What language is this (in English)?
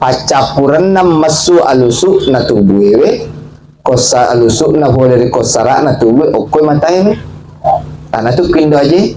Buginese